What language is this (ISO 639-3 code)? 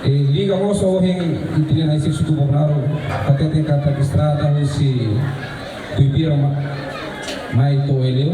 tet